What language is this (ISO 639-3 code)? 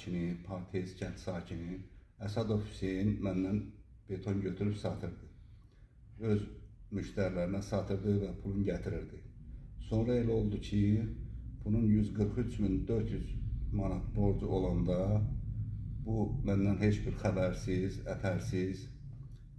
aze